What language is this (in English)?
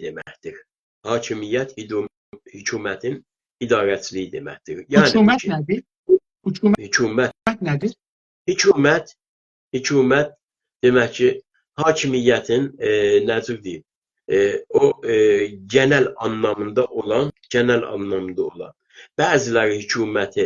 South Azerbaijani